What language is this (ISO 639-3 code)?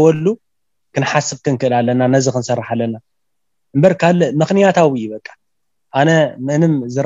tir